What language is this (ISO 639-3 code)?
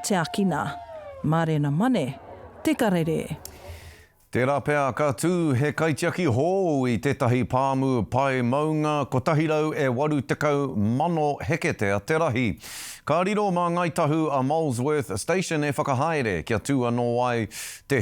mri